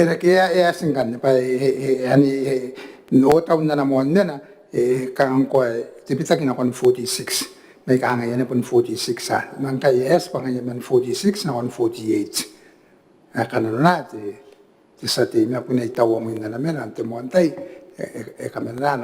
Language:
Gilbertese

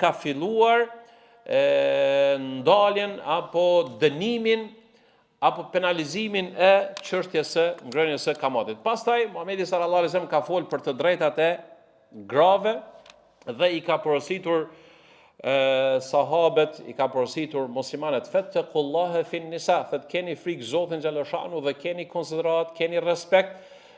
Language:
Albanian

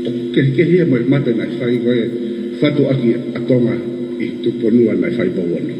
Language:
Tongan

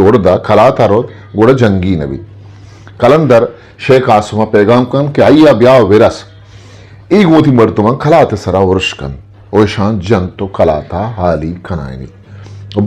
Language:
Eastern Balochi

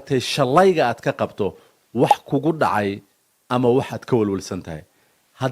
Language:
Somali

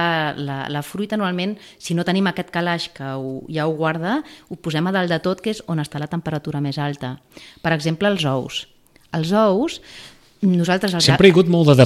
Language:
Catalan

